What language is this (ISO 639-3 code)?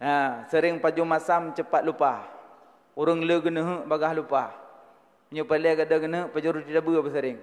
ace